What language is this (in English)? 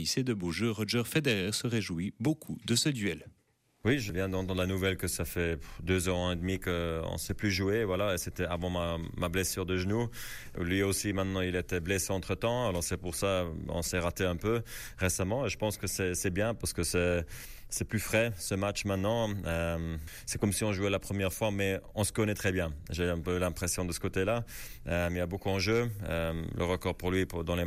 French